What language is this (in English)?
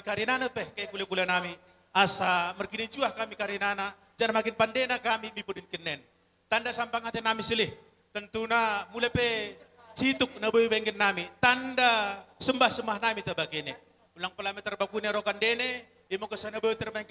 Batak Toba